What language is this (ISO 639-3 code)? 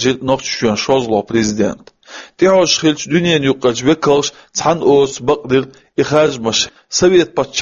che